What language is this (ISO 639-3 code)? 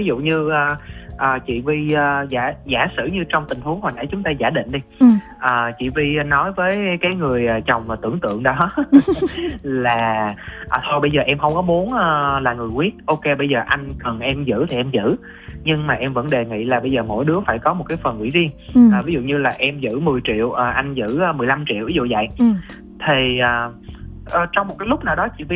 vie